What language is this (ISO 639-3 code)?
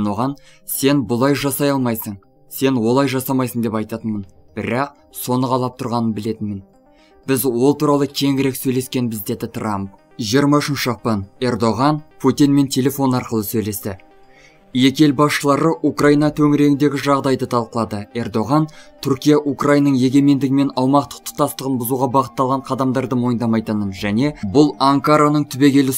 kaz